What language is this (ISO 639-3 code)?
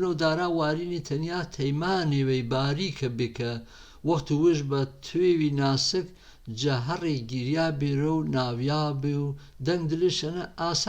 hac